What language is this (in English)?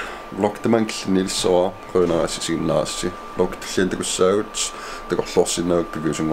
Kalaallisut